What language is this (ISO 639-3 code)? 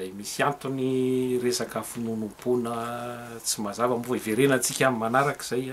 mlg